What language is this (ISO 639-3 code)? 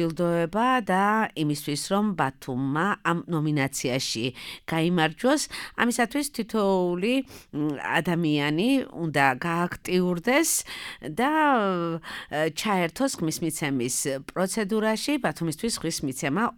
kat